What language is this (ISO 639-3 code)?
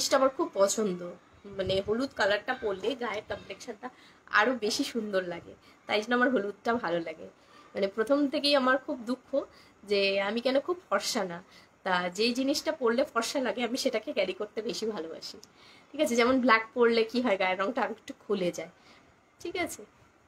ben